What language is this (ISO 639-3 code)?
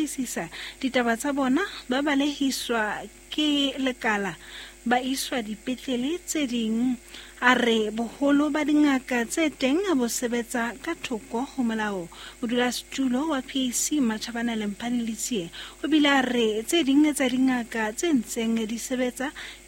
sot